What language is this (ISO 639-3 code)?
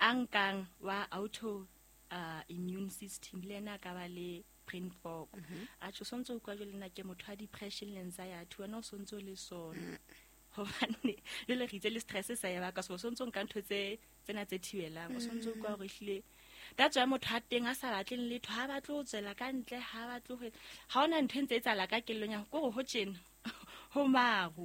sot